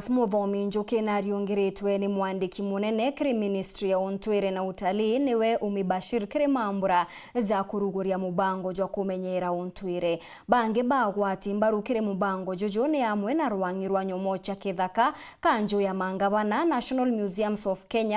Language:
Meru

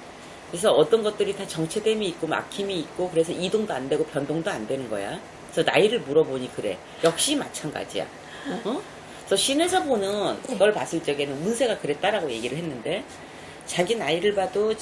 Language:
Korean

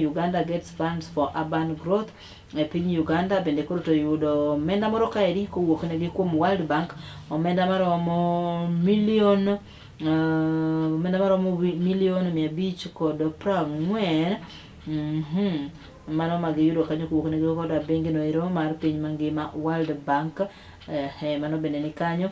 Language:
Luo (Kenya and Tanzania)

